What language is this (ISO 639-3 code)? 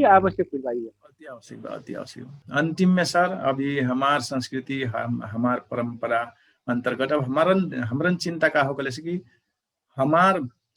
thl